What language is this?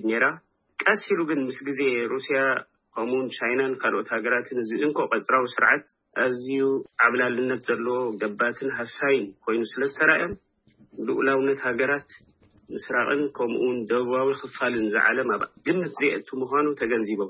Tigrinya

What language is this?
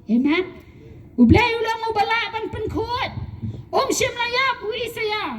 Khasi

